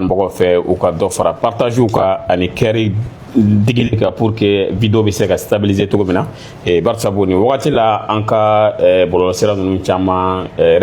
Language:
Bambara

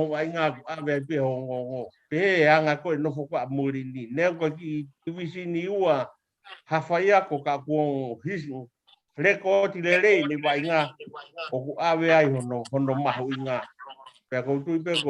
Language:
Tongan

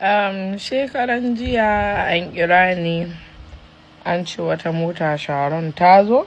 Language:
Hausa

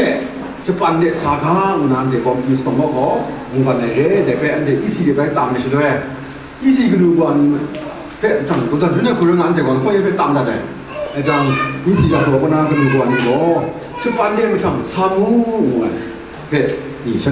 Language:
Kachin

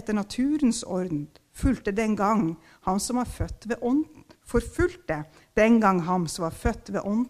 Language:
Norwegian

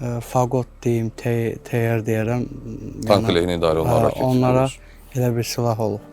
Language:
Azerbaijani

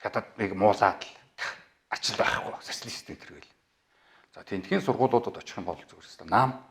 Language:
Mongolian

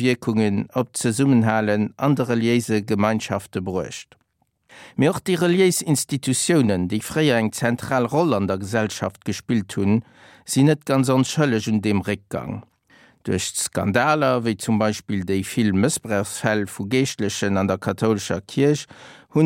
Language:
Luxembourgish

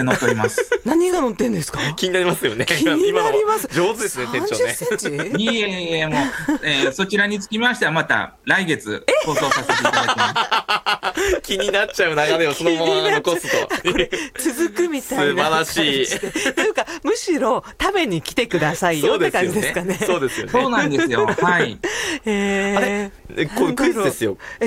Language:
Japanese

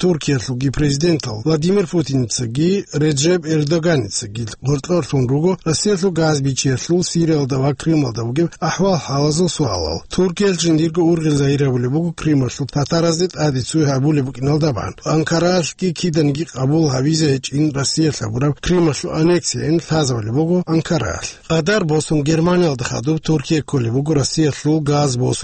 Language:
Avaric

